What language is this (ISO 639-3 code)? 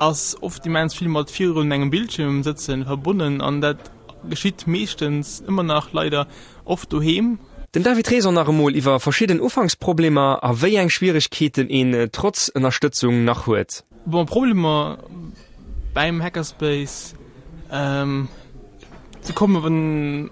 ltz